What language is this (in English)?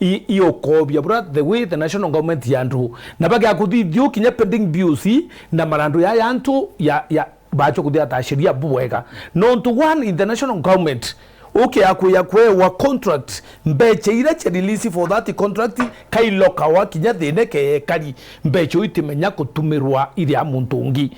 Meru